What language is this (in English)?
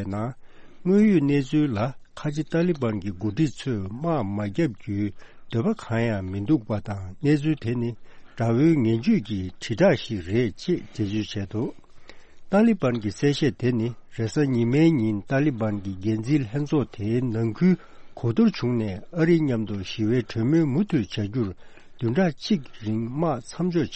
Tibetan